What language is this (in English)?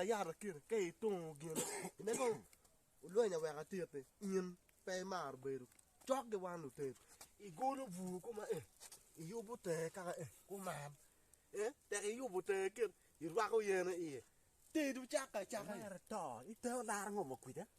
Acoli